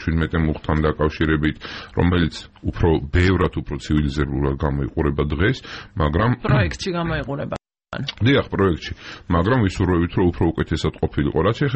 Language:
Georgian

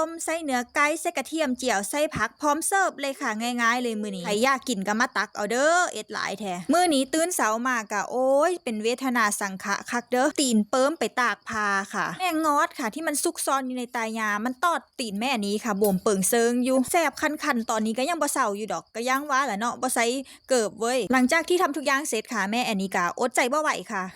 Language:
Northeastern Thai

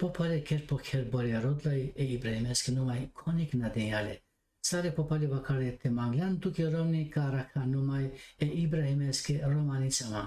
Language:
Balkan Romani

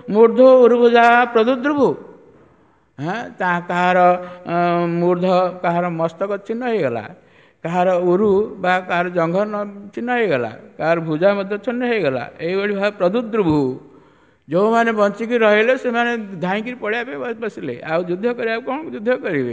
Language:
Odia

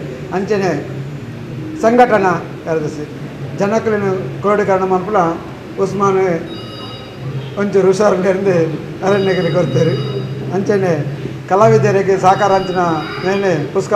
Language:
Kannada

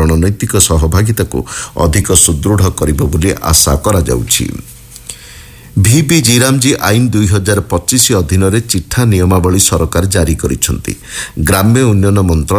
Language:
Odia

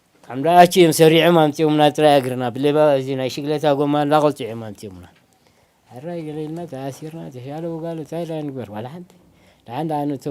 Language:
Tigrinya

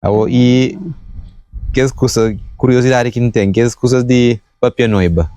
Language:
Kabuverdianu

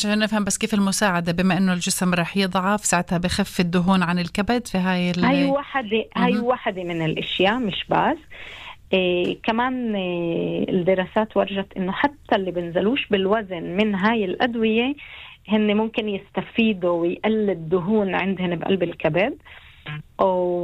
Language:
North Levantine Arabic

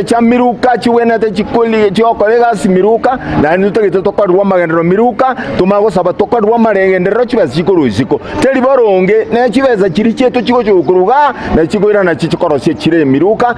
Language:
Gusii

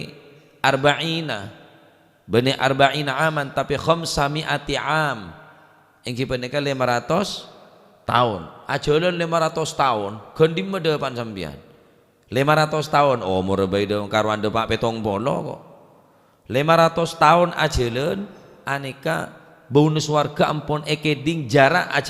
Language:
Madurese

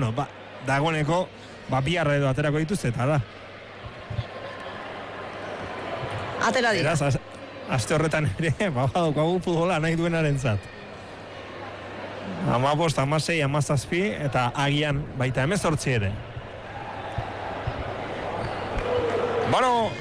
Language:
Basque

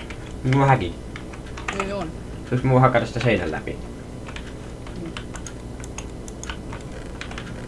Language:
Finnish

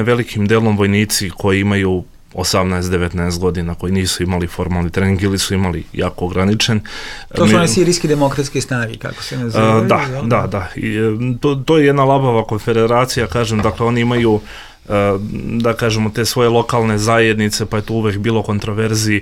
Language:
Bosnian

